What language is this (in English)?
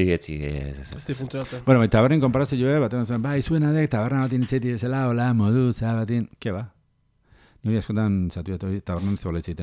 Basque